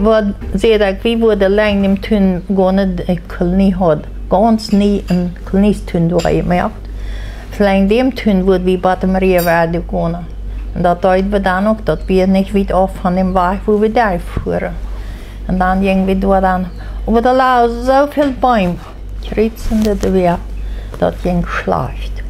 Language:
Plautdietsch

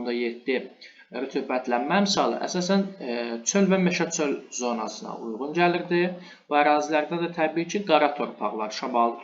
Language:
Azerbaijani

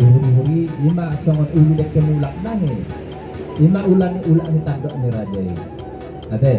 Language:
Batak Toba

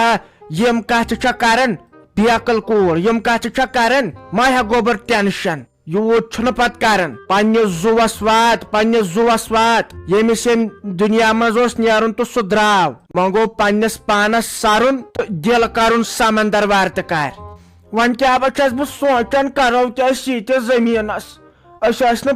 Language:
Kashmiri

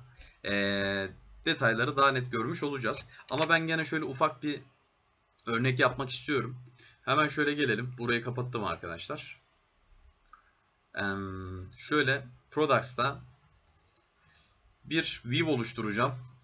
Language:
Turkish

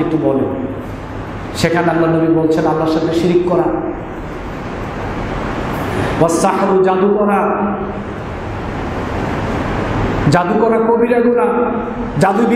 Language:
Bangla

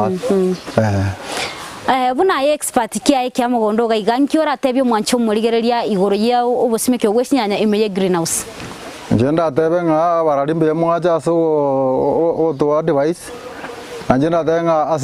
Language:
Gusii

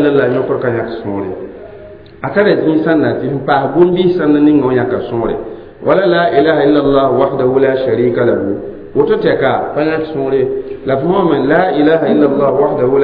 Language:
Mossi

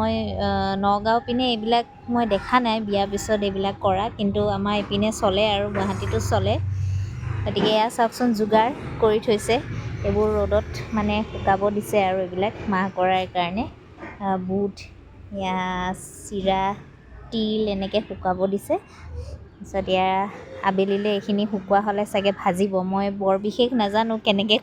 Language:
Assamese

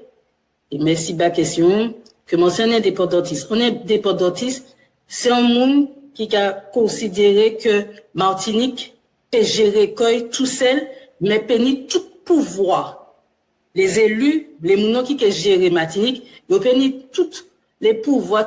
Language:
Guadeloupean Creole French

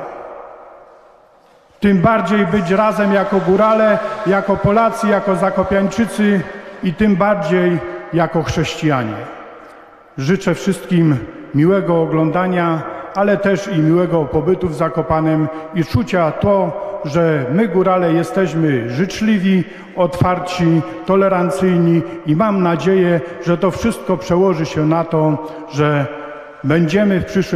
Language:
Polish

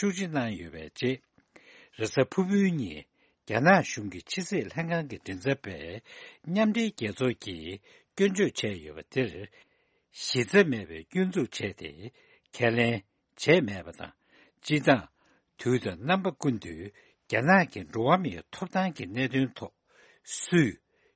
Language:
Tibetan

